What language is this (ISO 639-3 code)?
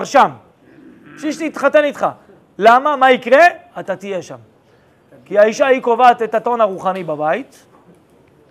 heb